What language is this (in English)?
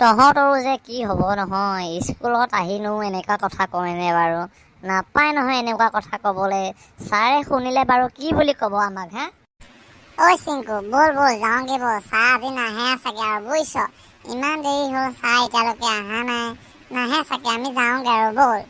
Assamese